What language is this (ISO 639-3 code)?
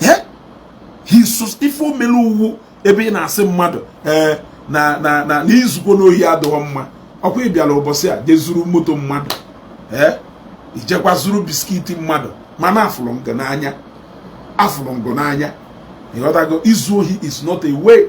ibo